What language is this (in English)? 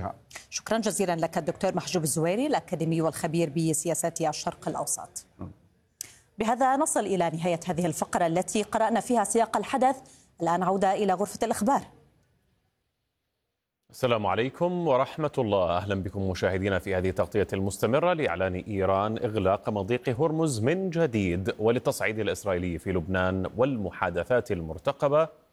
Arabic